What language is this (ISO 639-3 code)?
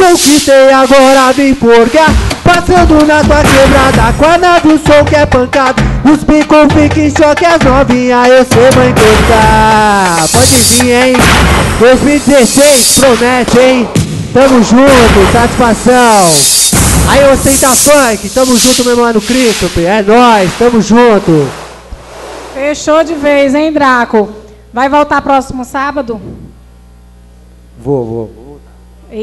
por